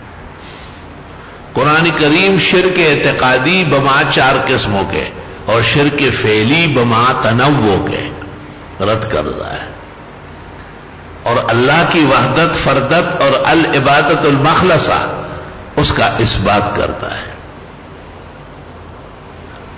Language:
Urdu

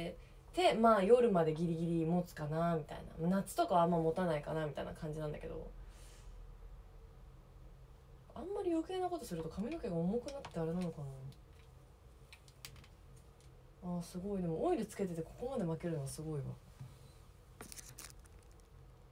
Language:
Japanese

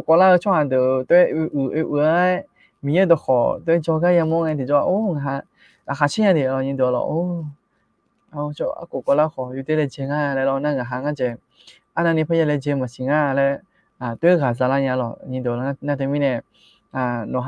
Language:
Akha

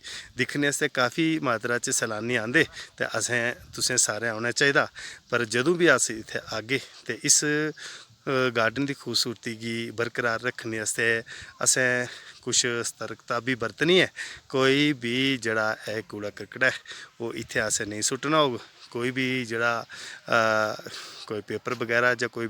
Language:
Dogri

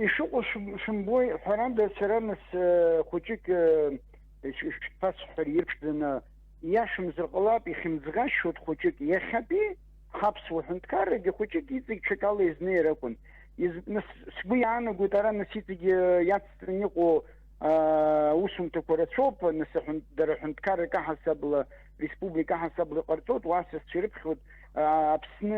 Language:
Abkhazian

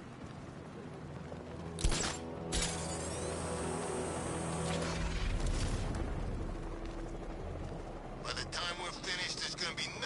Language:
English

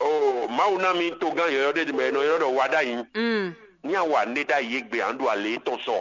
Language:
Fon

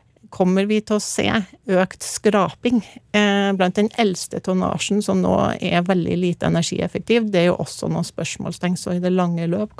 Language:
Norwegian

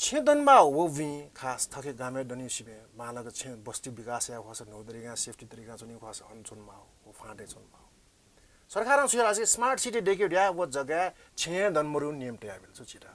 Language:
Newari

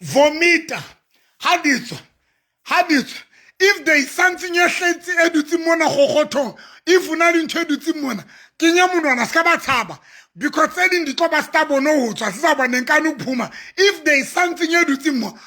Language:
Southern Sotho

